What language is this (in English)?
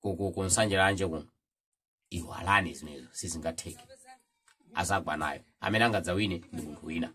Nyanja